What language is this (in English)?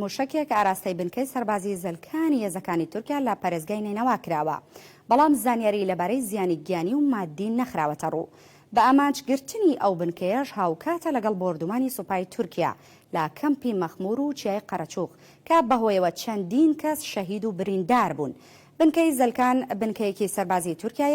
Central Kurdish